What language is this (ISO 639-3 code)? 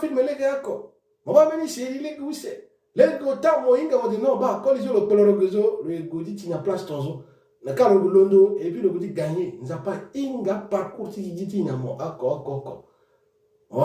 sag